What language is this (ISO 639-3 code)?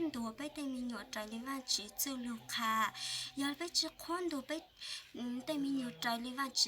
hmn